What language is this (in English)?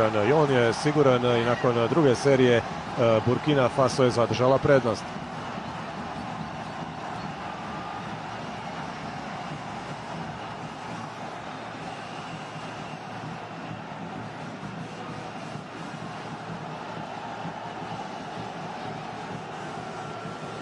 Croatian